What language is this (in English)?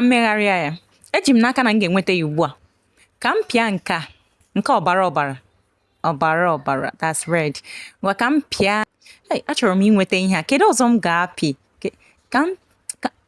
Igbo